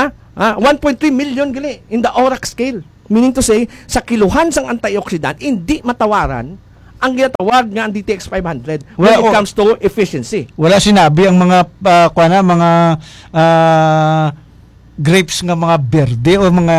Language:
Hiligaynon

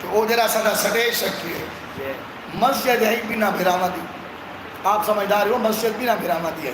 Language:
Saraiki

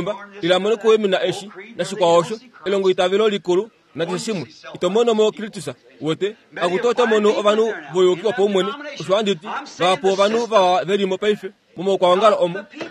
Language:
Kuanyama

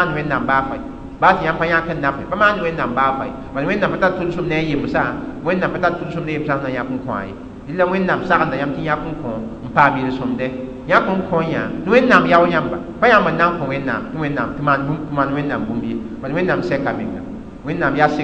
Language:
Mossi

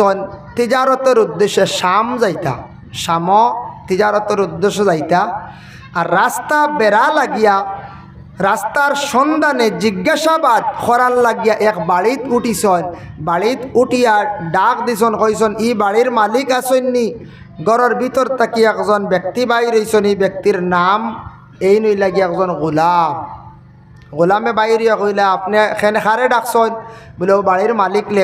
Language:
Sylheti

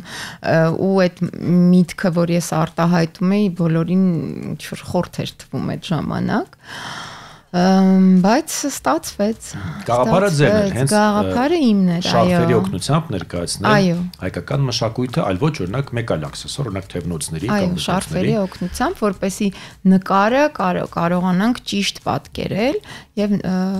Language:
Armenian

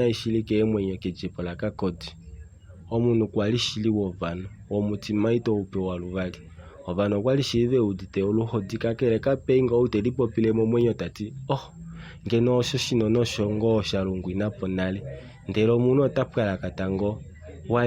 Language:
Kuanyama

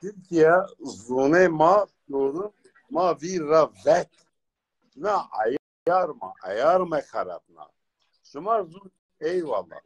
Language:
Zaza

